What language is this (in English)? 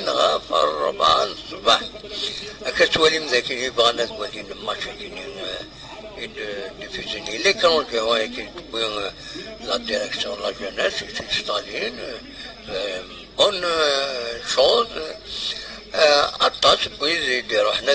Kabyle